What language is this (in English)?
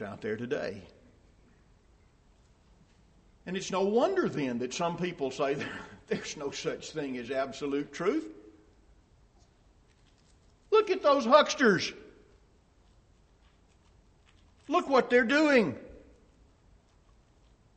English